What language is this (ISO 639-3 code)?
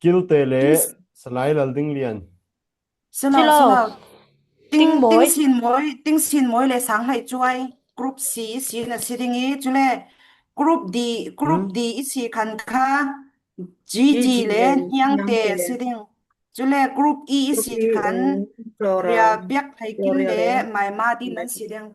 cfm